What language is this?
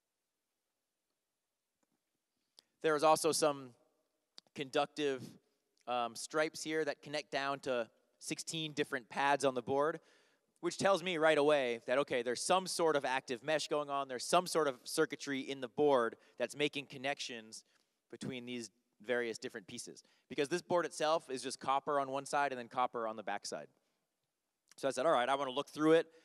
English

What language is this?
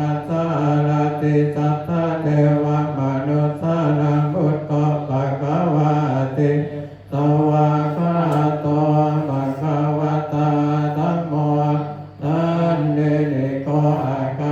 Pali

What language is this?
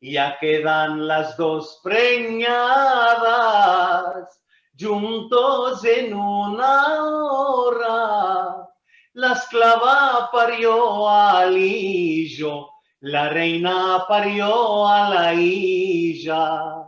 Ladino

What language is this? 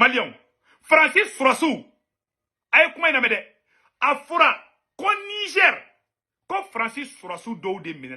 Bambara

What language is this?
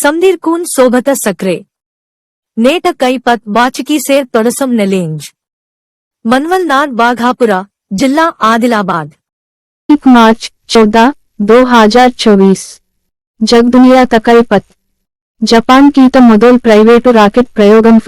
Gondi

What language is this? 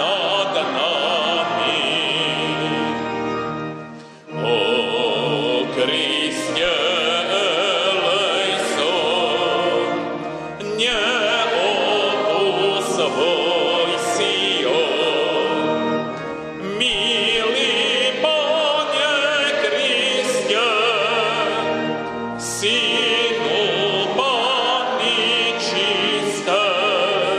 Slovak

